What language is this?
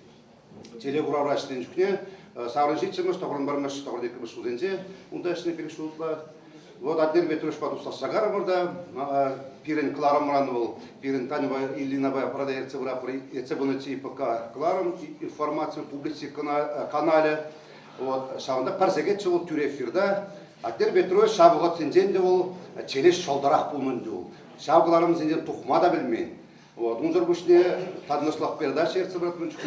Chuvash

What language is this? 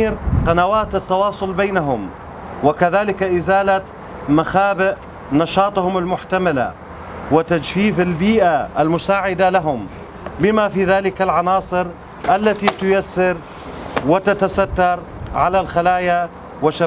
Kurdish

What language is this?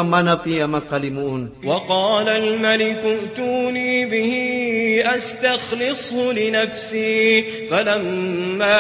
Maranao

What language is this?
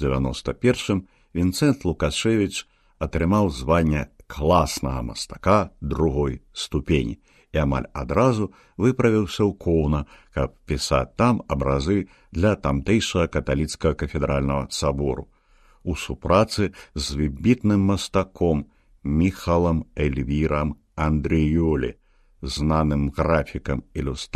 Belarusian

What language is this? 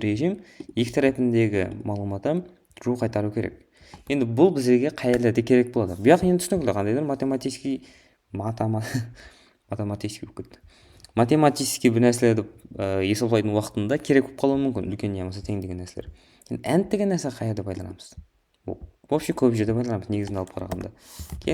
Kara-Kalpak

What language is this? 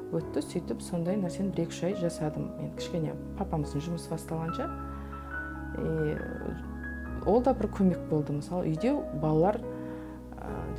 Kazakh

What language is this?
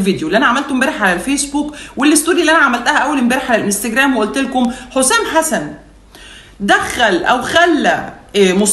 Egyptian Arabic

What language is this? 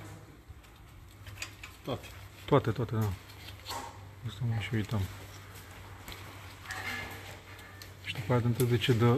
Romanian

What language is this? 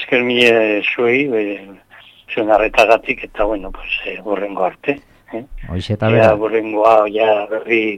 Basque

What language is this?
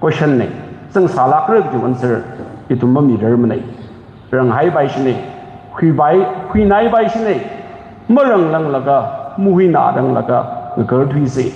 Tangkhul Naga (India)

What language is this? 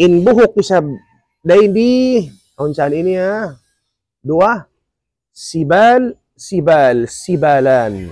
Tausug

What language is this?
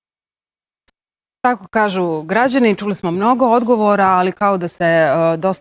Bosnian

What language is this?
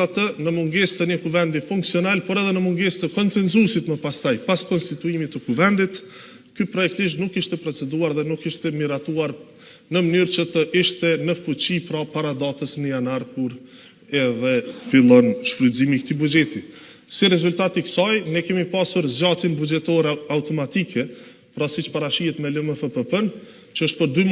Albanian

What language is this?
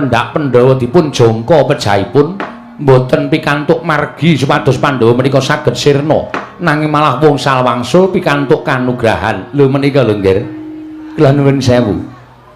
Javanese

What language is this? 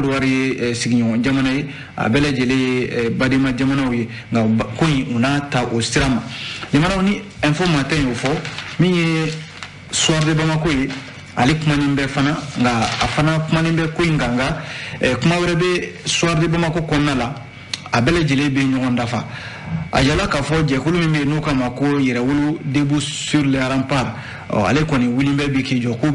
Bambara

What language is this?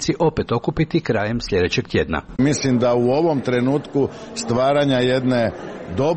Croatian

